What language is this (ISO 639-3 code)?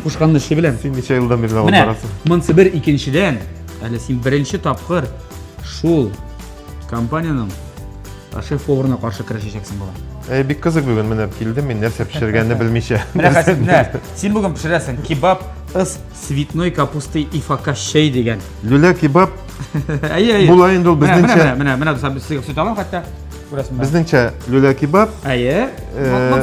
tat